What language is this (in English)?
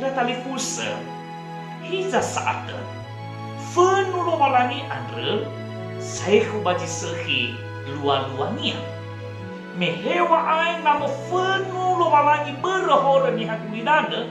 Nias